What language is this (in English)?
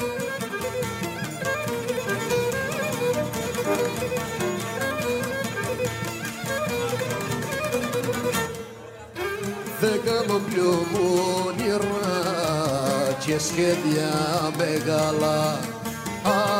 Greek